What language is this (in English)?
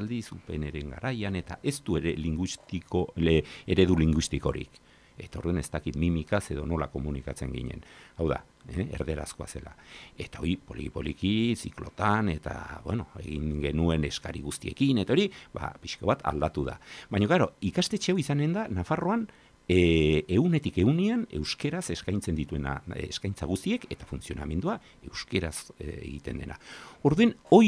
Basque